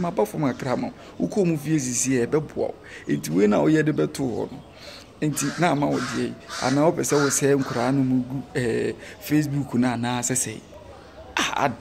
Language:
Akan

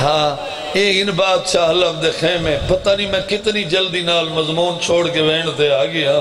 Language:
Saraiki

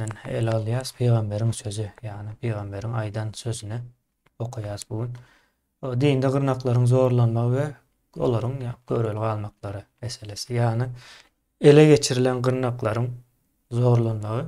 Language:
Turkmen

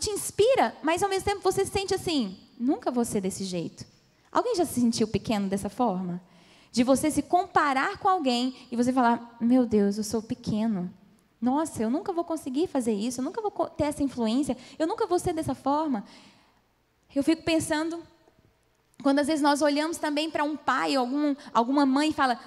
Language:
Portuguese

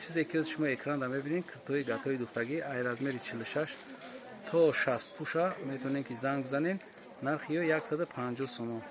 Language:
Tajik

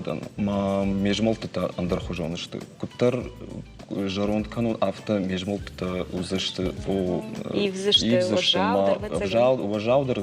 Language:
Ossetic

